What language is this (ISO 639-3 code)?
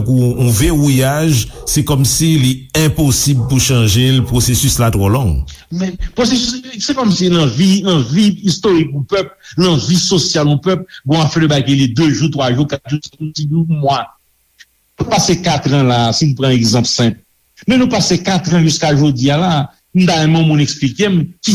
hat